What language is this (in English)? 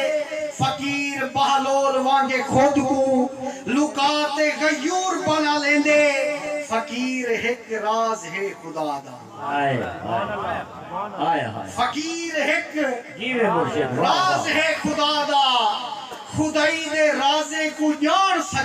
Saraiki